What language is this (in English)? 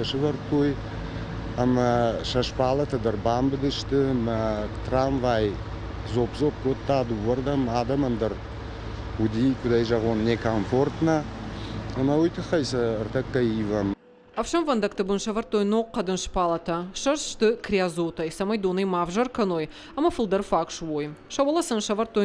Ossetic